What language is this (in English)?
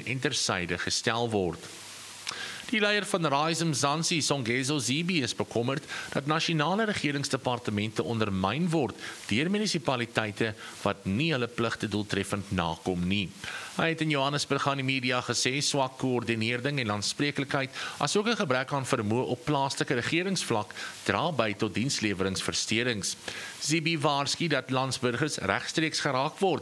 Afrikaans